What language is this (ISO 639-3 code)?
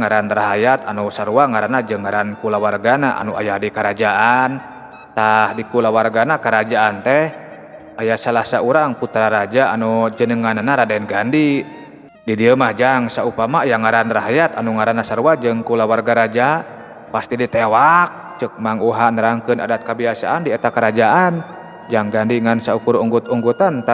sun